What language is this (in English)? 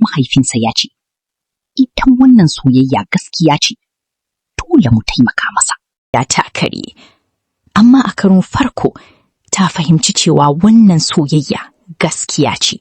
Hausa